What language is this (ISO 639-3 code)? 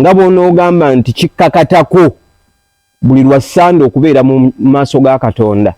lug